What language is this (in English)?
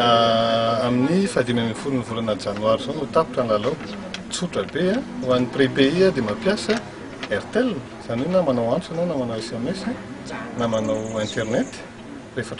Malagasy